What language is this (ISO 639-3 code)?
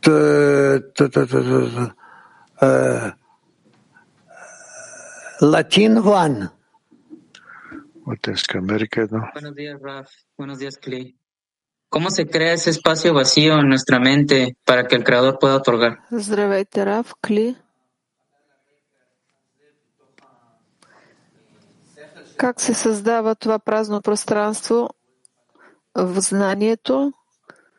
bul